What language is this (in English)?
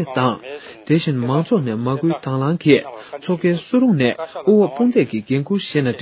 Tibetan